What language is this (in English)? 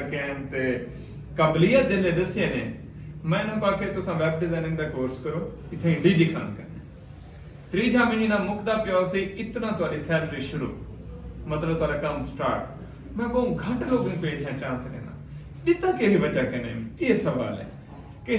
Saraiki